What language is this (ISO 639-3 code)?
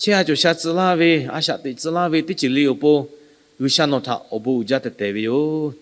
lhu